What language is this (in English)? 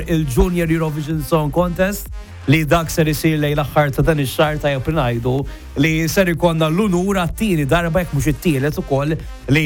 Maltese